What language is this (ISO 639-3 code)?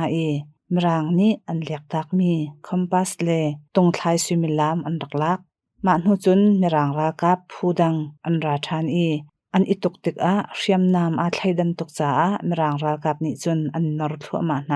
cnh